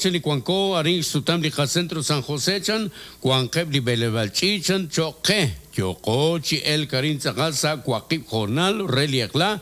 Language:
Kekchí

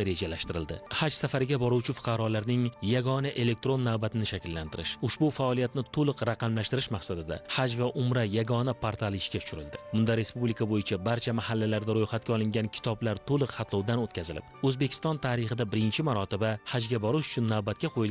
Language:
Uzbek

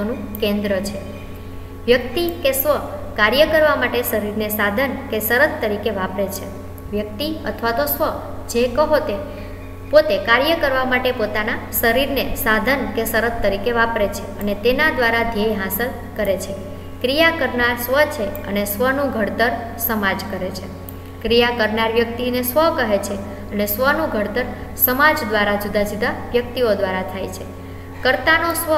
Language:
Gujarati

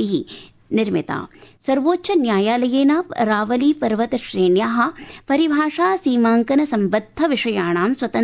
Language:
Sanskrit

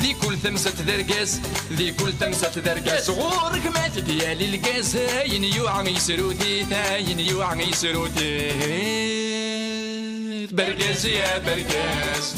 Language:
Kabyle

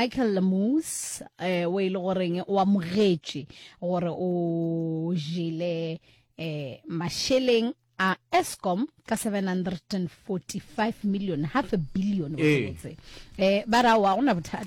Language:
Northern Sotho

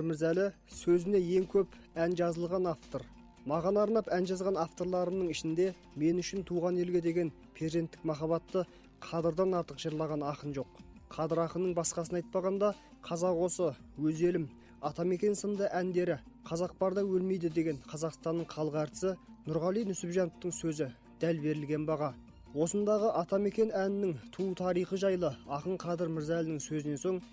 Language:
Kazakh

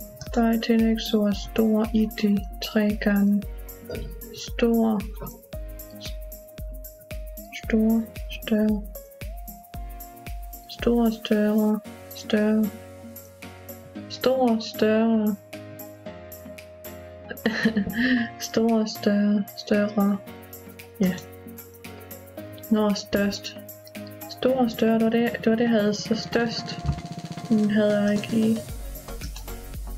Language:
Danish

